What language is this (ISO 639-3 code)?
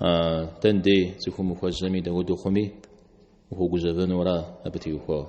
kbd